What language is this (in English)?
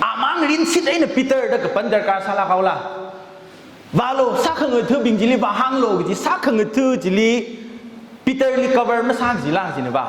Tangkhul Naga (India)